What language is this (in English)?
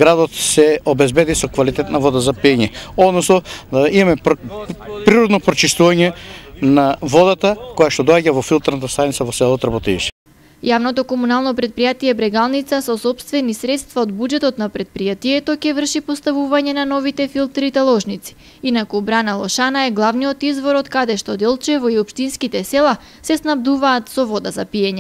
Macedonian